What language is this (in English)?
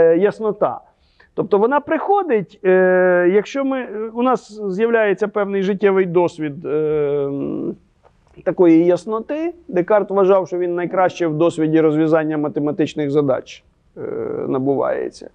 Ukrainian